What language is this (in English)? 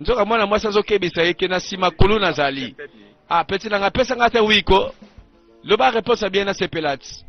Lingala